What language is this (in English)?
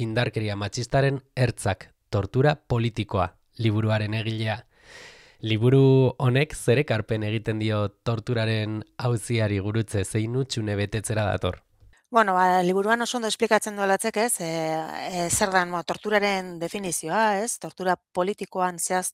Basque